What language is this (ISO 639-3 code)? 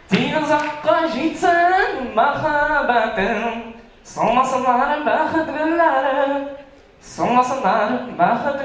bak